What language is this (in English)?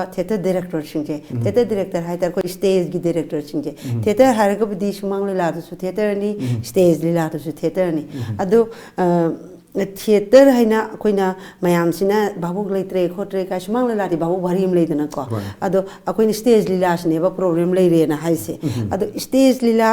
Manipuri